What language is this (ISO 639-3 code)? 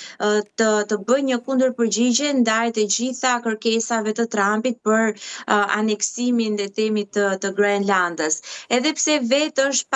sqi